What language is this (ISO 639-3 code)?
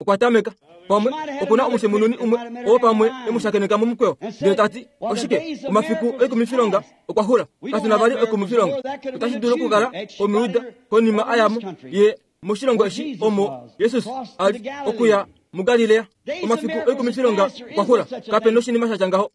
kua